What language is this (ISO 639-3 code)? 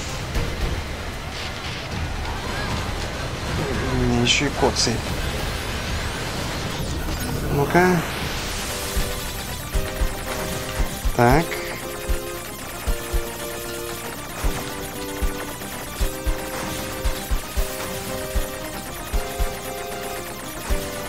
rus